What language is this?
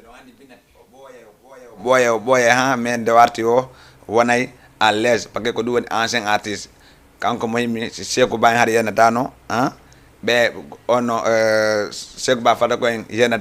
Fula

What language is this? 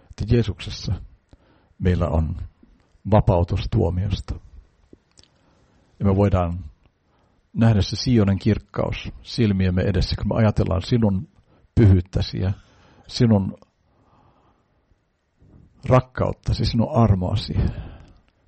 Finnish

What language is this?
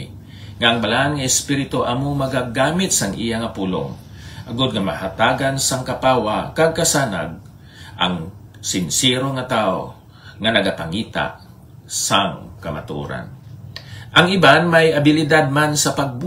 Hiligaynon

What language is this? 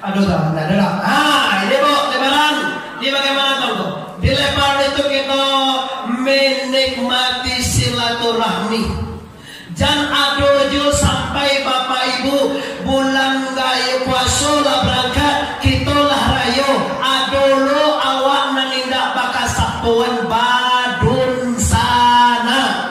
Minangkabau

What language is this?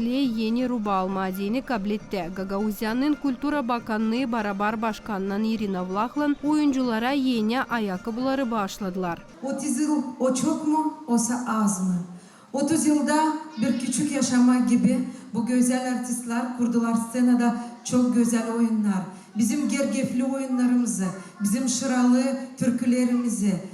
Gagauz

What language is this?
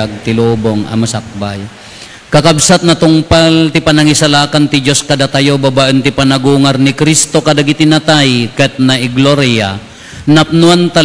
Iloko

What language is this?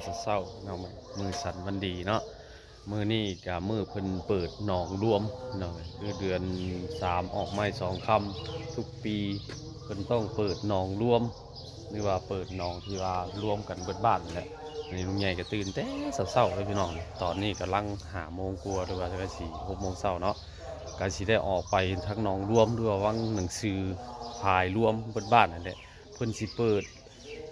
Northeastern Thai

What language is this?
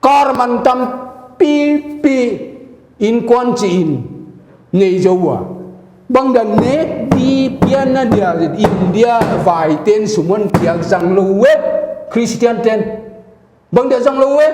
Paite Chin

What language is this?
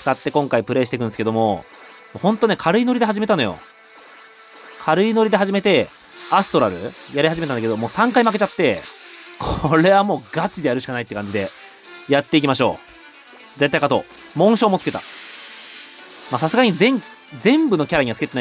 Japanese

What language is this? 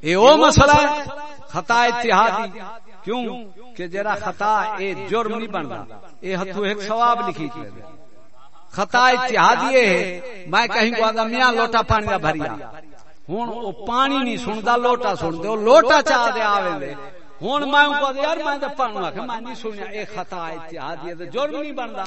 Saraiki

